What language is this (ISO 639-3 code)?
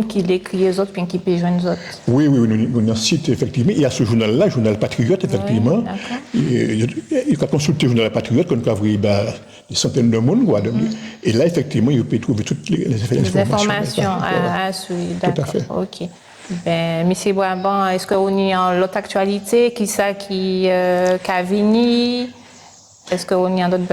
gcf